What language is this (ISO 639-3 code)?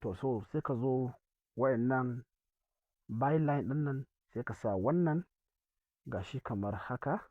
hau